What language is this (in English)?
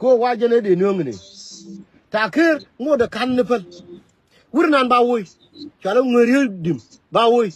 Nuer